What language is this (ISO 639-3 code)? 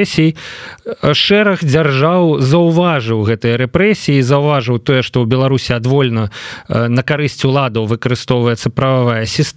bel